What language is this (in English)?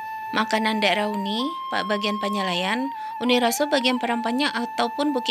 Minangkabau